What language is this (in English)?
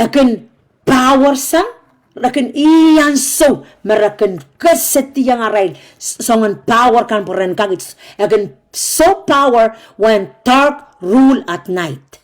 Pohnpeian